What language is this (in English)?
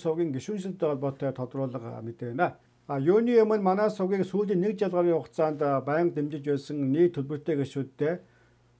Mongolian